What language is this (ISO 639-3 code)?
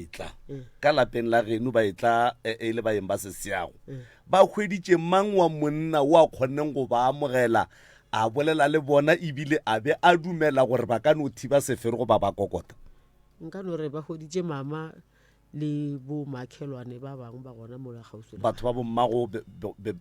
nso